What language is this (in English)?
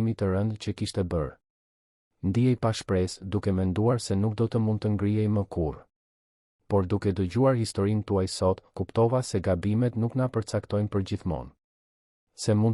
Albanian